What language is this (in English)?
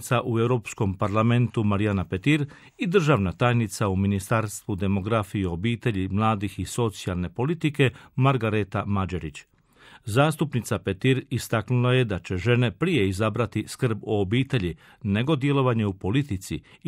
Croatian